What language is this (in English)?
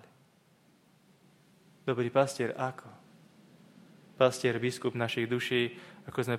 Slovak